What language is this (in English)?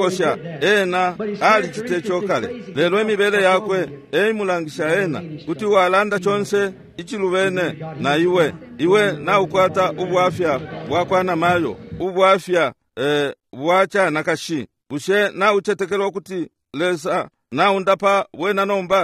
Bemba